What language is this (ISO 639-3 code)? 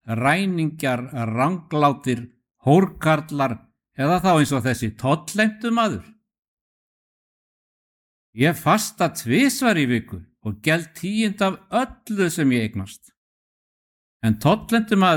isl